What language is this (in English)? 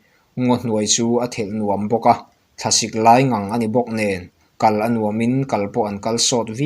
Mizo